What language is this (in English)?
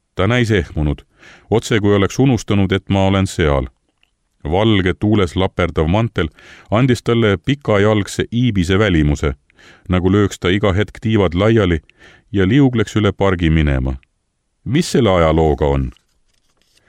Estonian